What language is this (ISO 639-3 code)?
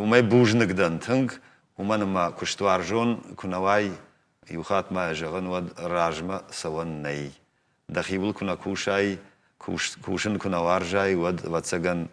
oss